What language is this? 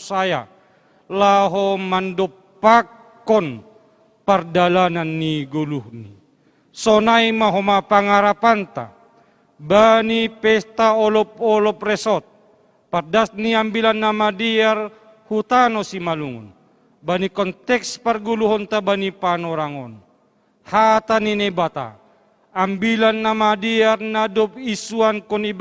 Batak Simalungun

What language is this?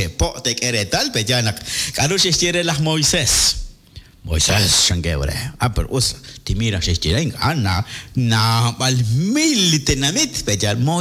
Kekchí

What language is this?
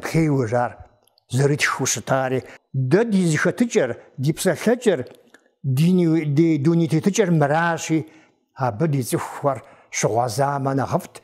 Kabardian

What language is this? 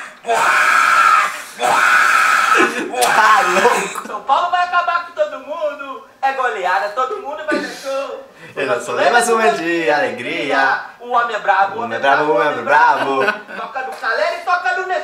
Portuguese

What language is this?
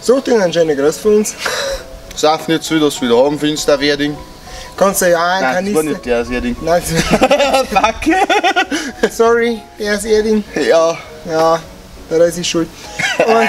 Bavarian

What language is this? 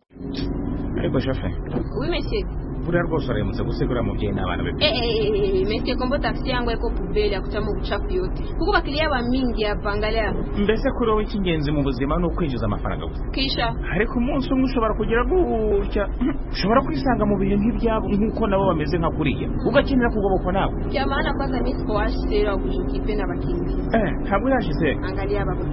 Kinyarwanda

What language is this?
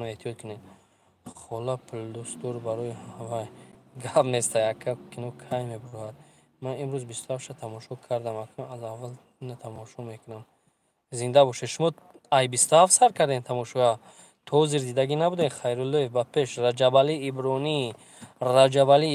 Tajik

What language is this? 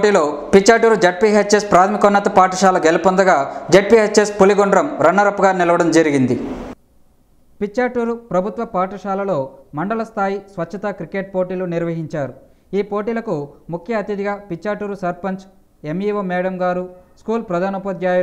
Telugu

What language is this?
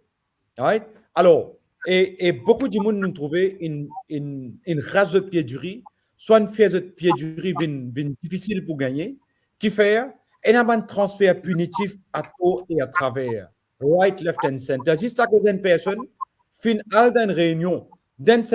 Morisyen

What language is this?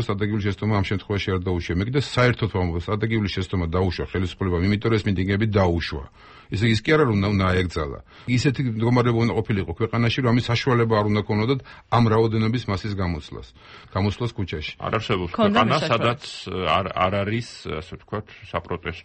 Georgian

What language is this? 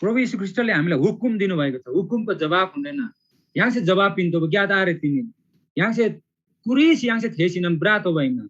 Eastern Tamang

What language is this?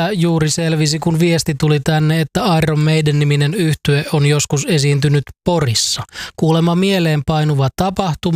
Finnish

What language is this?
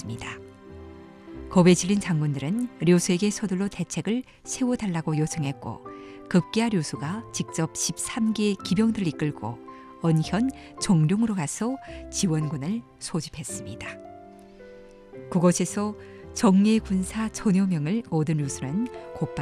Korean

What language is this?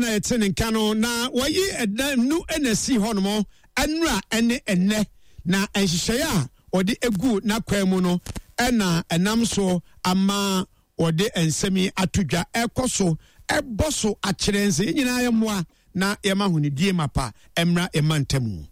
Akan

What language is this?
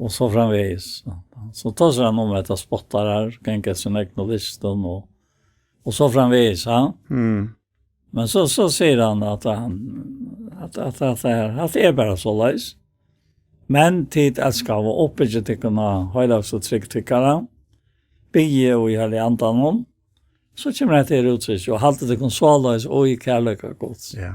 Faroese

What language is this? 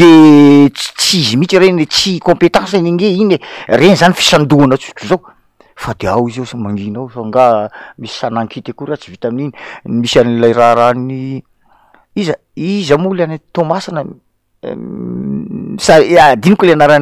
Malagasy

